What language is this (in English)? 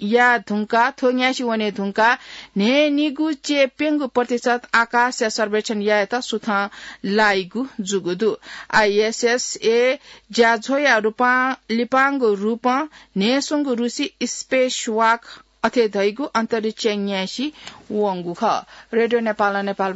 Newari